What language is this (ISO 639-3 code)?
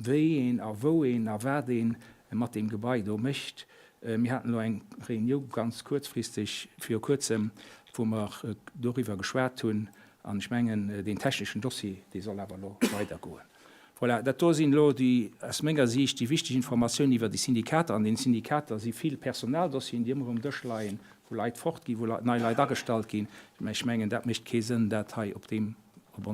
ltz